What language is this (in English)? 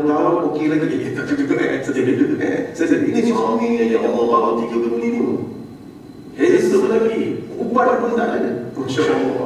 Malay